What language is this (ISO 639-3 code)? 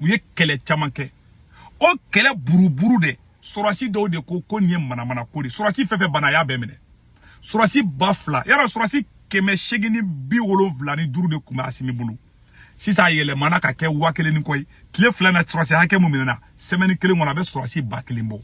bam